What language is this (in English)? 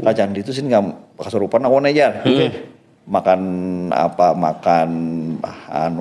Banjar